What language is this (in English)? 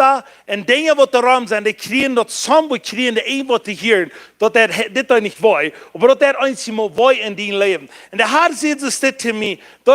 Plautdietsch